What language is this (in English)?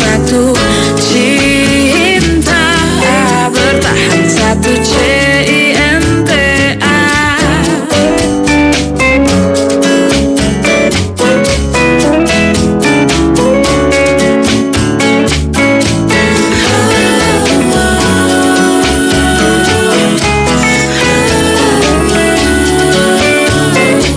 Indonesian